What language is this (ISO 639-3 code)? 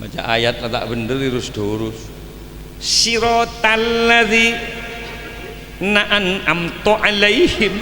mad